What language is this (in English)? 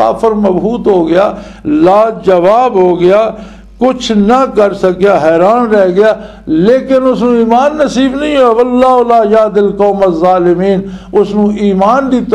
Western Panjabi